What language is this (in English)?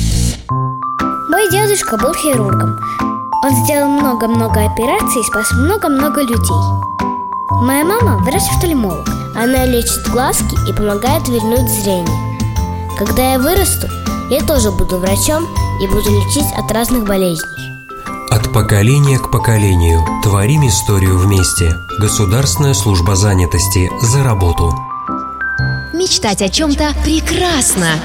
Russian